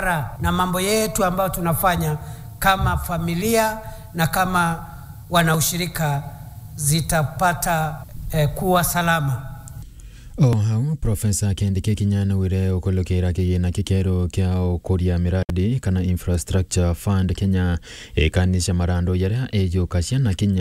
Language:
Meru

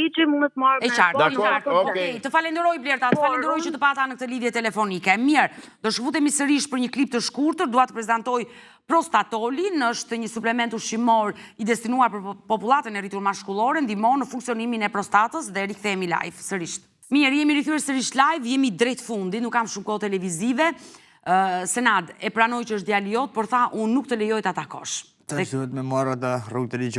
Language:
Albanian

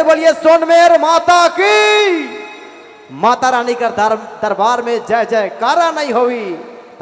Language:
Sadri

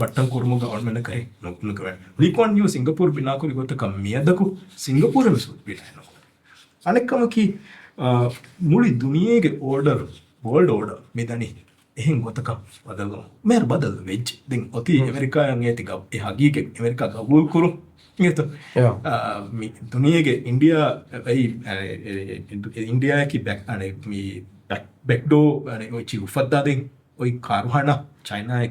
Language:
Divehi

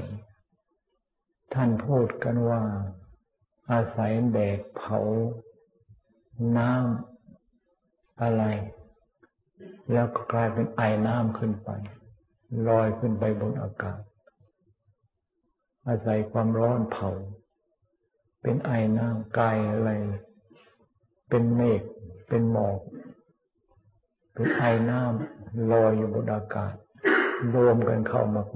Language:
Thai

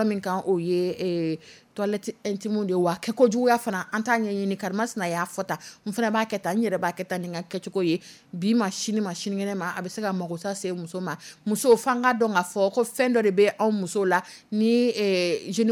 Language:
Dyula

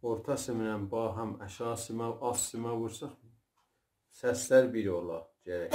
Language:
South Azerbaijani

